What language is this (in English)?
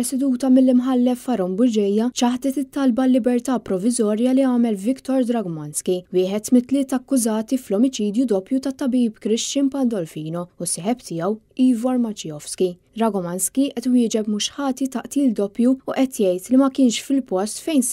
Maltese